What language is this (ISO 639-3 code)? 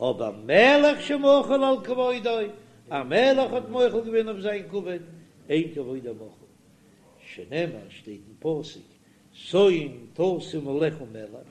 yid